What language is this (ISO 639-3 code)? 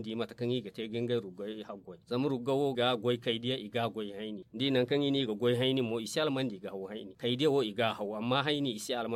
dje